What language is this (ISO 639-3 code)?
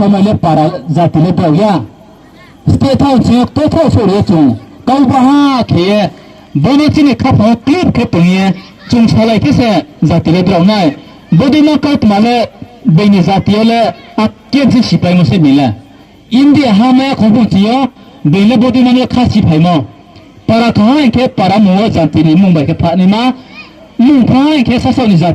ria